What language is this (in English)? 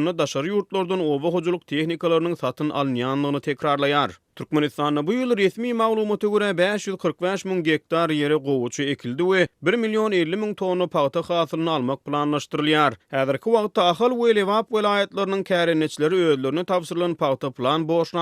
Turkmen